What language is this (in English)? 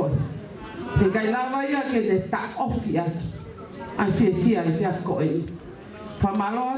Tongan